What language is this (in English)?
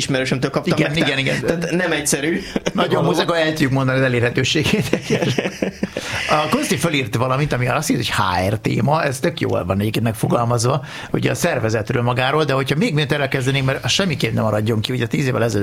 Hungarian